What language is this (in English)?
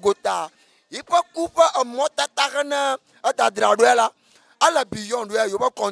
Ewe